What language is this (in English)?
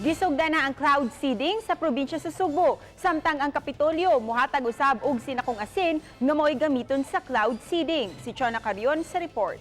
Cebuano